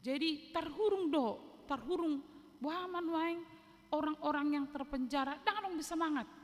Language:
Batak Toba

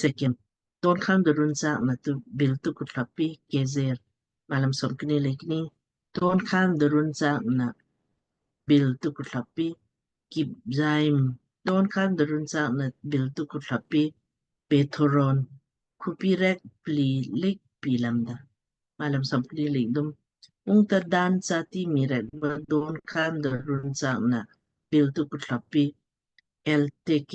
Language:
Lamkang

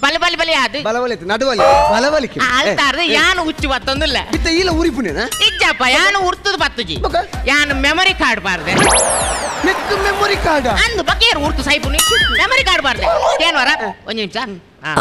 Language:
Tulu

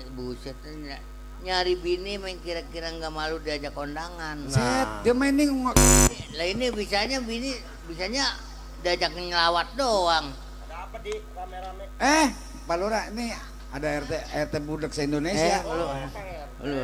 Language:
Betawi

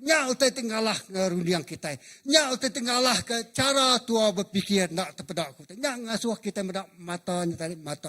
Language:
Iban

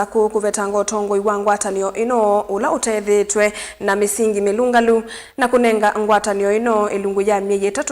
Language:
Kamba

